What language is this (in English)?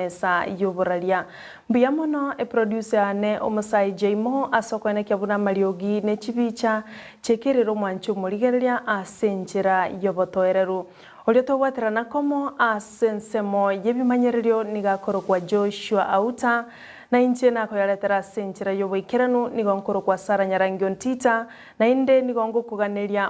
Gusii